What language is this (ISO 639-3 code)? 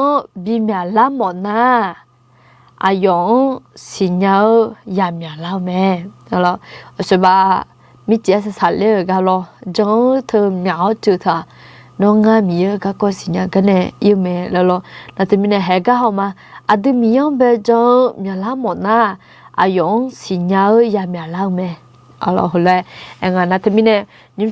ahk